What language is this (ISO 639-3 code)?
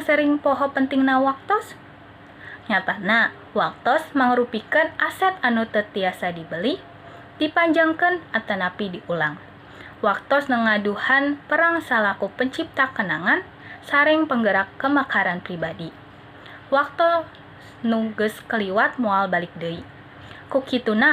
sun